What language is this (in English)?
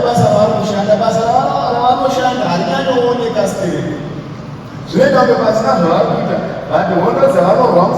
Shona